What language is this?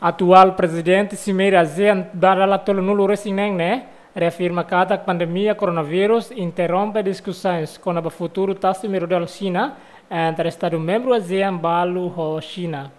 Tetum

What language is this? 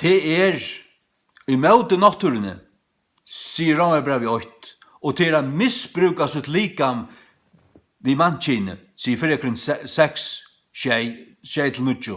Faroese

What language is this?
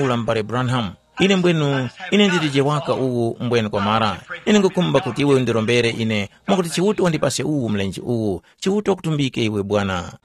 Tumbuka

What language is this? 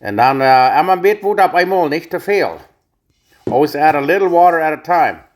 Plautdietsch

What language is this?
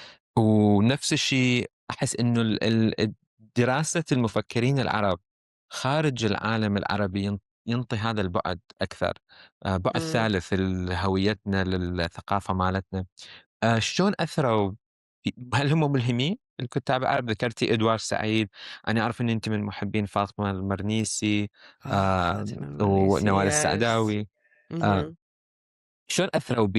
Mesopotamian Arabic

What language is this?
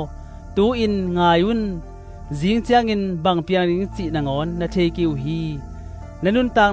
Tedim Chin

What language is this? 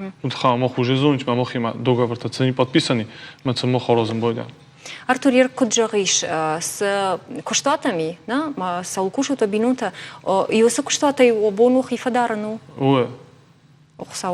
Ossetic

